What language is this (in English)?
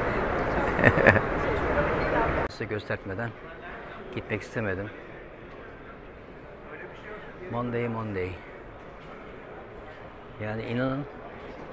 Turkish